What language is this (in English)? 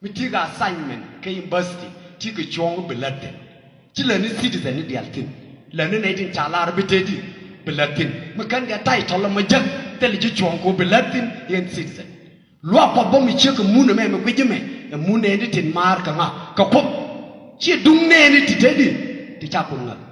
Nuer